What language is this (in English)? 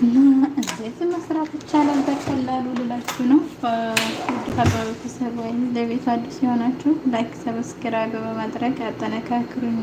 Amharic